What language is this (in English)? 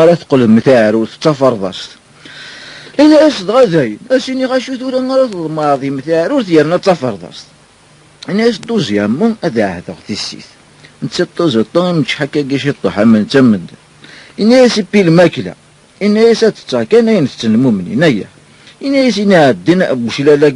Kabyle